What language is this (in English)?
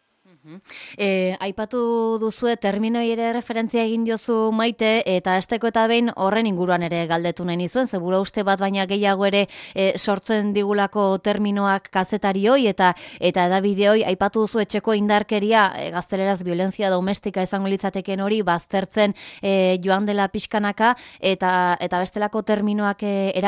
Basque